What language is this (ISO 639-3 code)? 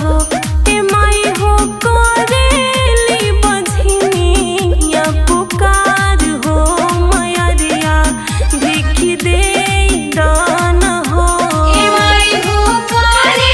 bho